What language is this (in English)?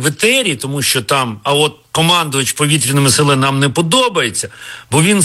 Ukrainian